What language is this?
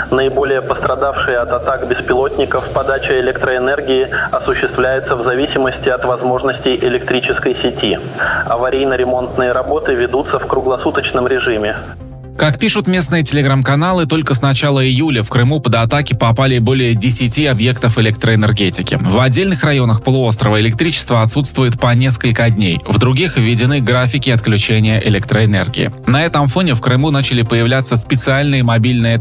Russian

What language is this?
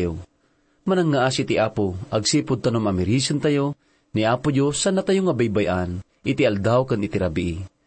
Iloko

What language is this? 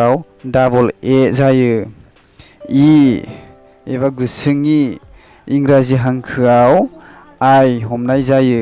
Bodo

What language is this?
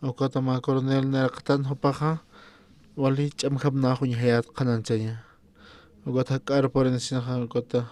Aymara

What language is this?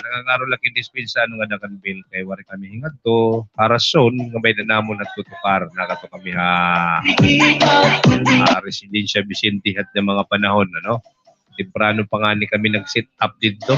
Waray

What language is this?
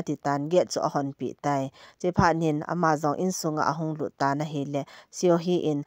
Thado Chin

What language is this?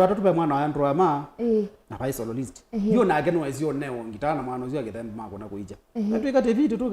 Kamba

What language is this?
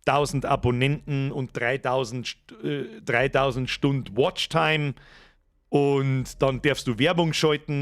Bavarian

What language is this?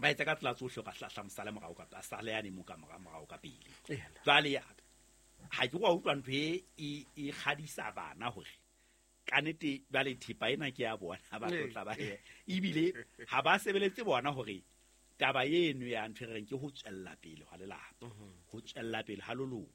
Southern Sotho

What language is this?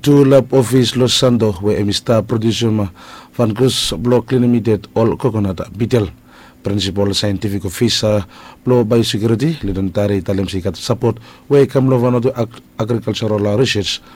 Bislama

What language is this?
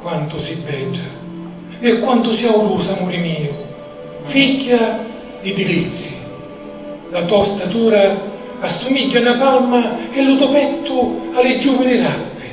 Sicilian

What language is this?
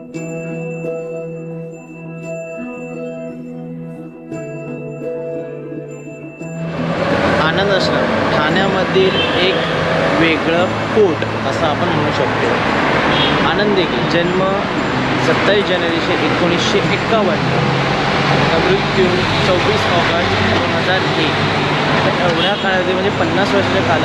Marathi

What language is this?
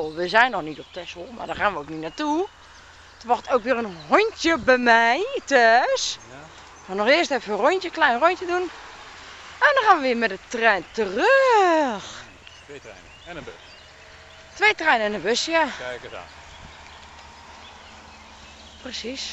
Dutch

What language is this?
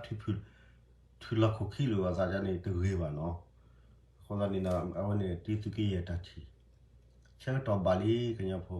S'gaw Karen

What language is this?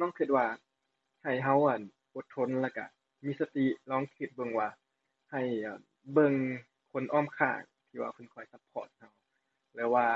Lao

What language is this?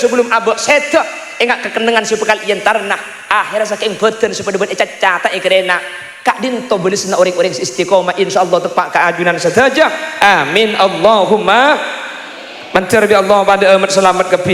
Madurese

